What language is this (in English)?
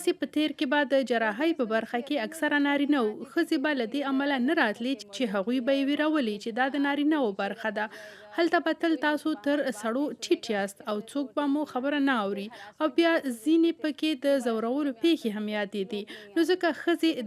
Pashto